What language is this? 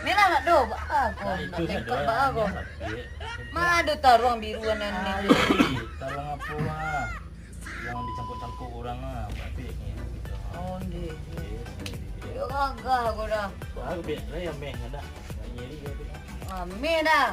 Minangkabau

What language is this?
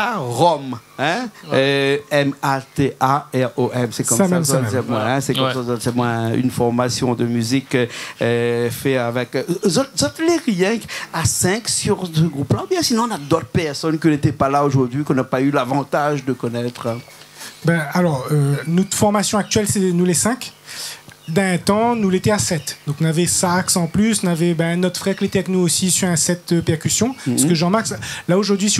Réunion Creole French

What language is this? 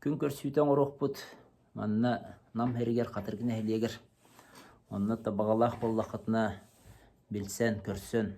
Yakut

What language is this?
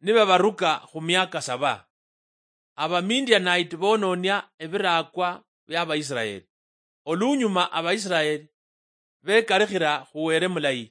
Luyia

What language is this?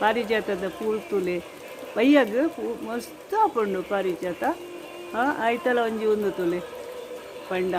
Tulu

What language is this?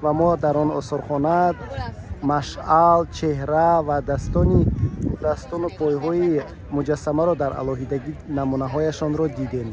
Tajik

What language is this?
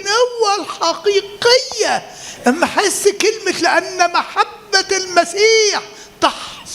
Egyptian Arabic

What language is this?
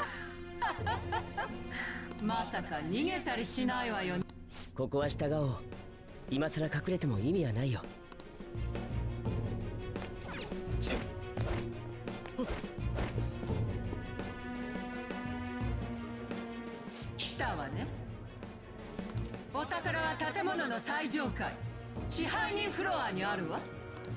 Japanese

